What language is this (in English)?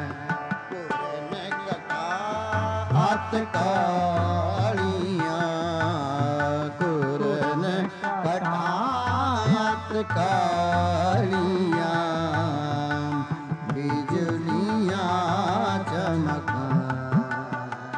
Punjabi